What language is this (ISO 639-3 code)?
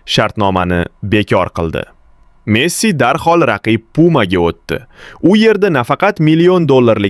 uzb